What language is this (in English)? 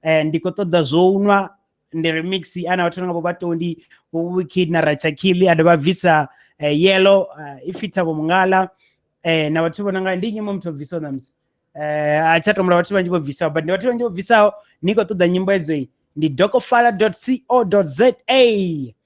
Venda